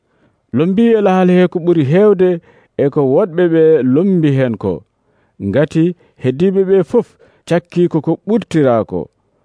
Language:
Nigerian Fulfulde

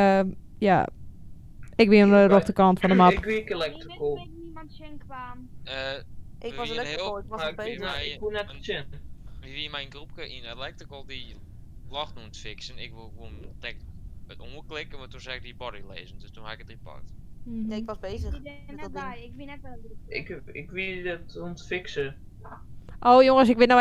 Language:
Western Frisian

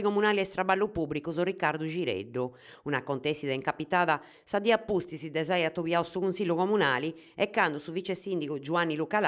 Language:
Sardinian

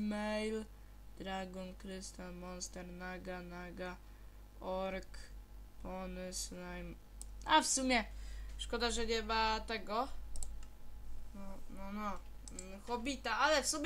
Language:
Polish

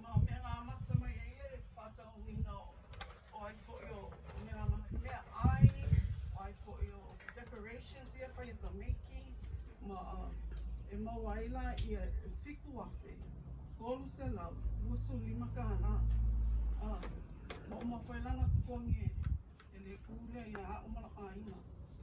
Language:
Samoan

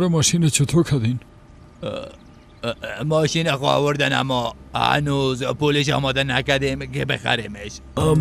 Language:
Persian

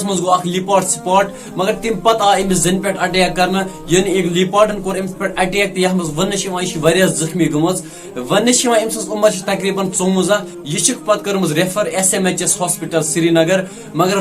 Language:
Kashmiri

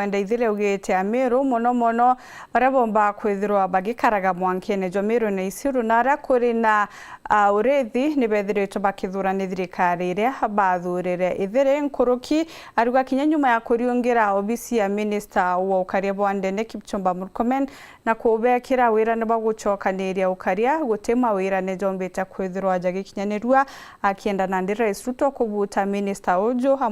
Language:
Meru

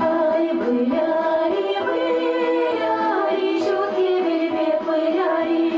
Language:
Chuvash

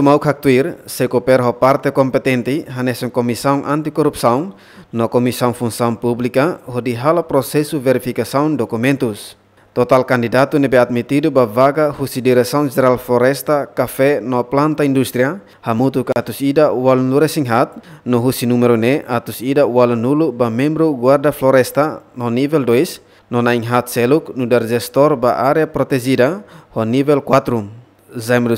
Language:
Tetum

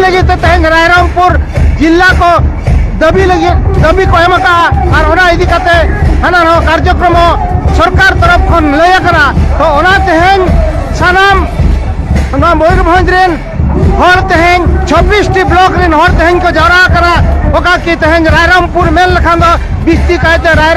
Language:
Santali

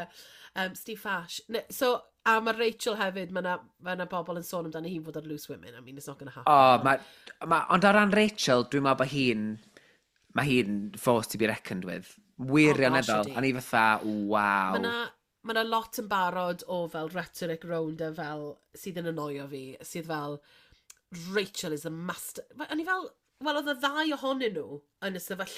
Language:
Welsh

